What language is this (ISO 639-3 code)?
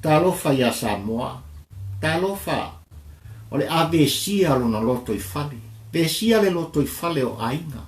smo